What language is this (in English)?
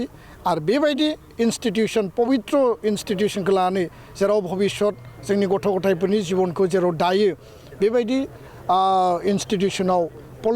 Bodo